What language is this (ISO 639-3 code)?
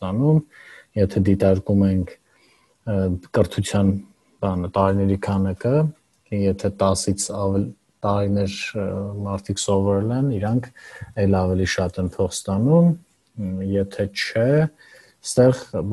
hye